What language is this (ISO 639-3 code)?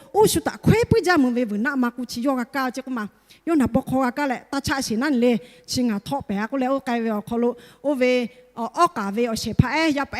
lhu